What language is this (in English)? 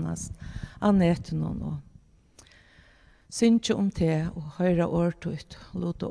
Faroese